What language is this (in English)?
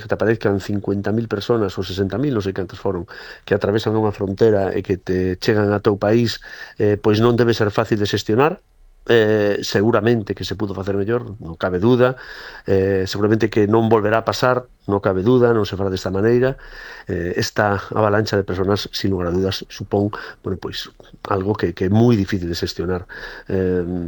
Galician